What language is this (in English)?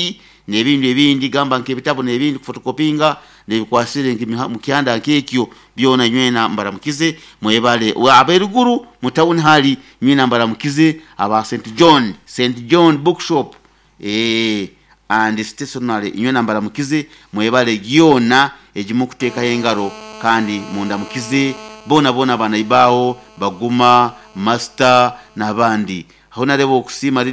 Nyoro